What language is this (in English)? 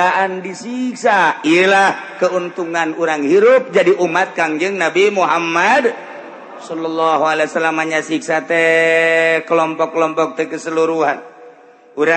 Sundanese